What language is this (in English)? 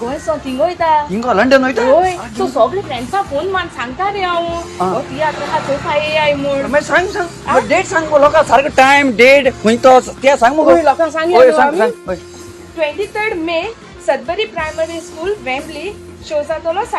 Konkani